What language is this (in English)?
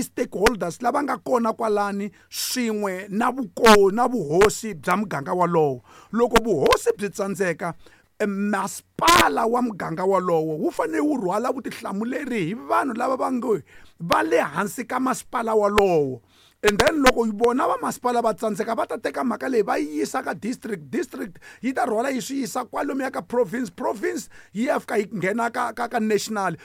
Tsonga